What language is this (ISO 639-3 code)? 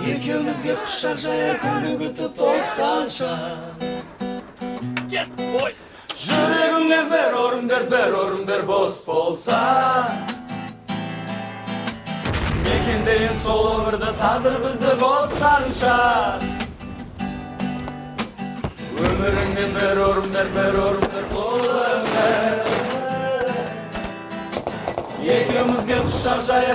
kaz